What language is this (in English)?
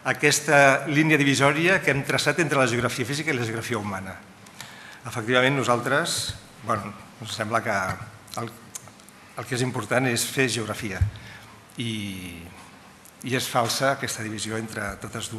Catalan